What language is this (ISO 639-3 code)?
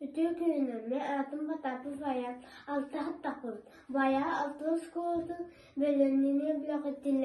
sah